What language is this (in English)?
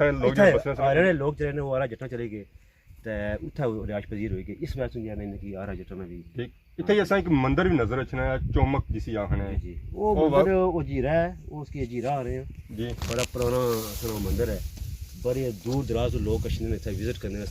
Pahari-Potwari